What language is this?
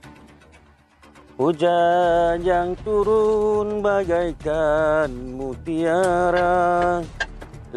Malay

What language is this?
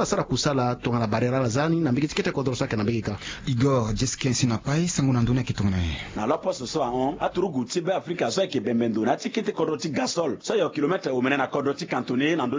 Sango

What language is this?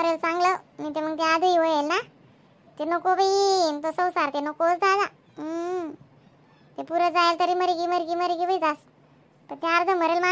Khandesi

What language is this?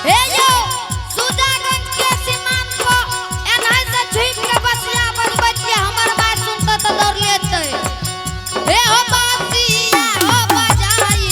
Angika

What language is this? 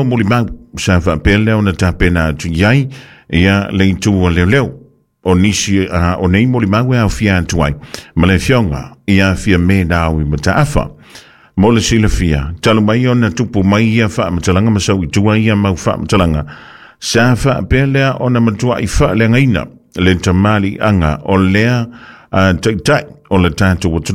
Samoan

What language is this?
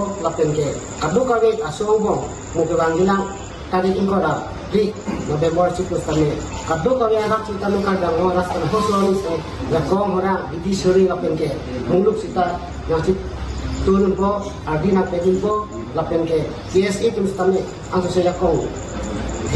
Karbi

